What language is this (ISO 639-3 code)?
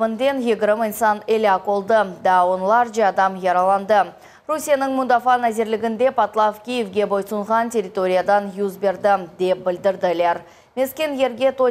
crh